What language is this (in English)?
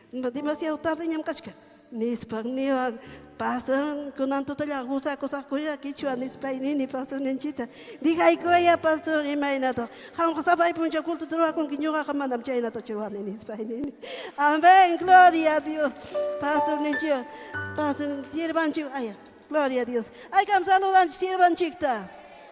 Ayacucho Quechua